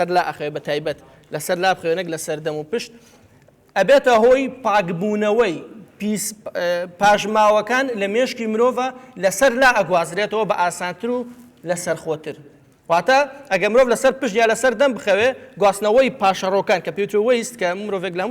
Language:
Central Kurdish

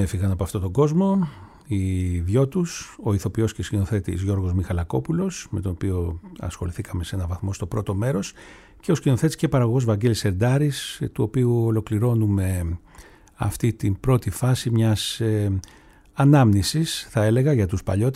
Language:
Greek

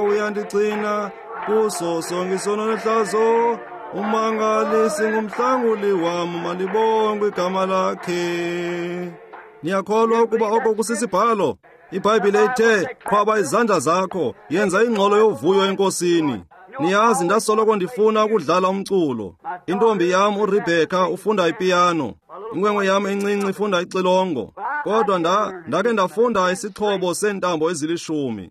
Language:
Xhosa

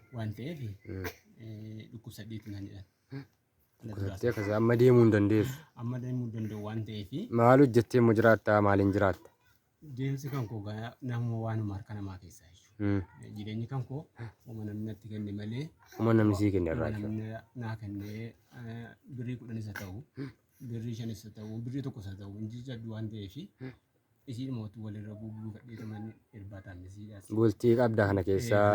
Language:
Oromo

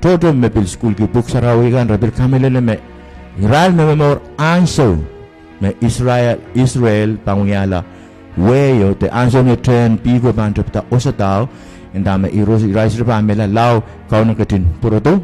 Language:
Pohnpeian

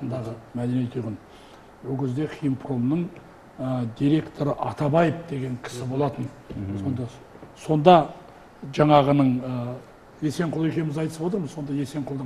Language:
Kazakh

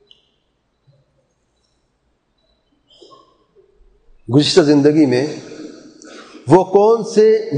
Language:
Urdu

